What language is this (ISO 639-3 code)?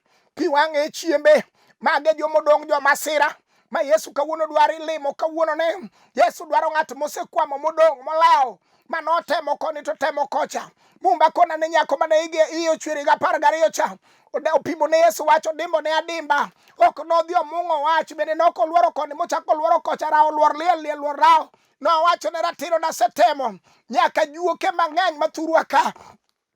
luo